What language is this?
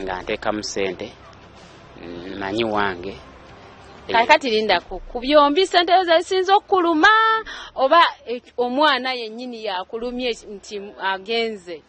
Ganda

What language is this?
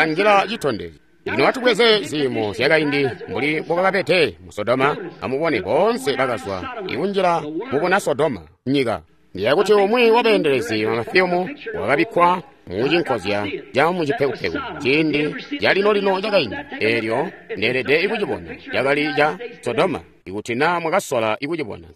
Tonga (Zambia)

